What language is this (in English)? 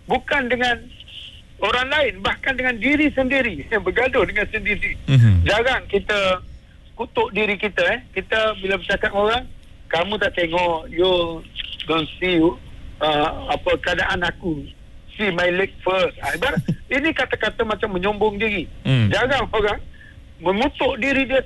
Malay